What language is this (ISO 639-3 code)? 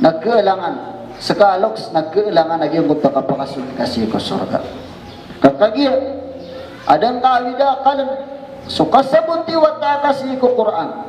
mrw